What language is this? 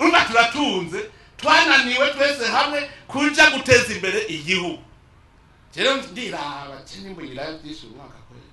Rundi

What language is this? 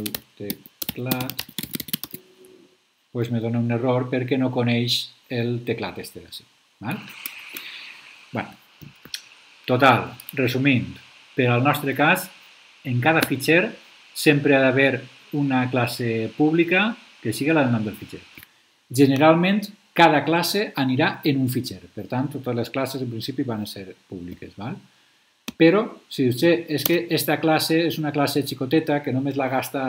Catalan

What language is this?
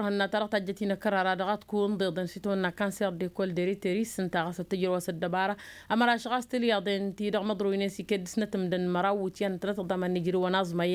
Tamasheq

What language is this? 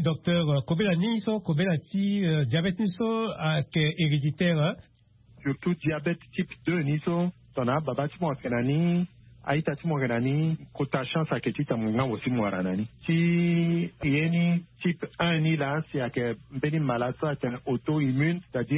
Sango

